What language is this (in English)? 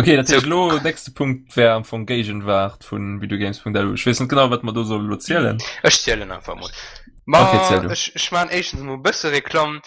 Luxembourgish